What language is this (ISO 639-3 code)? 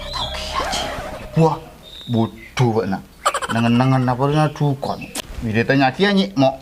mad